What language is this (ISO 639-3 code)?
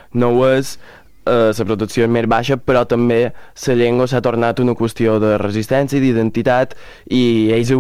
cat